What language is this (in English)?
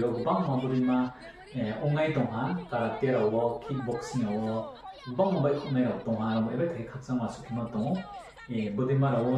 Riang (India)